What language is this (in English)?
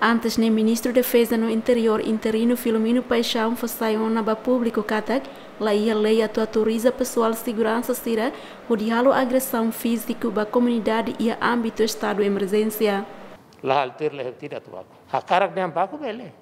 Tetum